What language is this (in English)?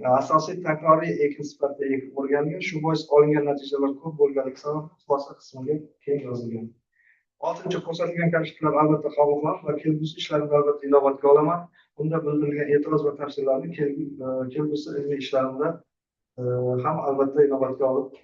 Uzbek